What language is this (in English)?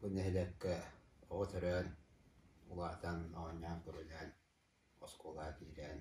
Yakut